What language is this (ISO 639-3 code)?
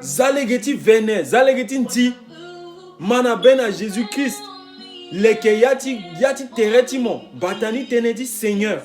sag